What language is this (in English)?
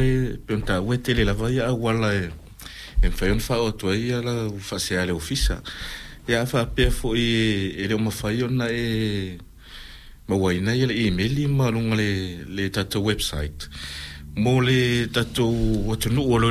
Samoan